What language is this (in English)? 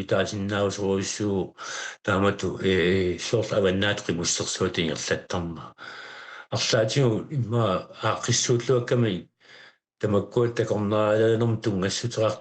Kalaallisut